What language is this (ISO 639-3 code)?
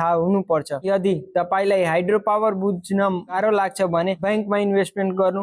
nep